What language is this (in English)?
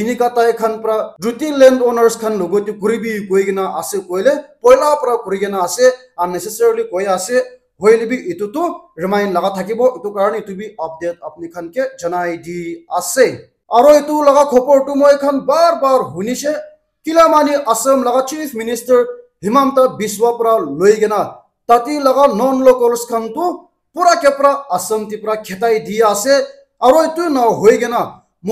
Naga Pidgin